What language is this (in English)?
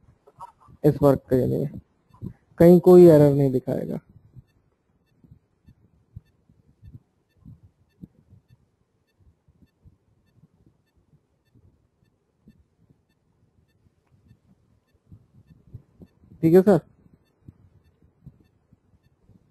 Hindi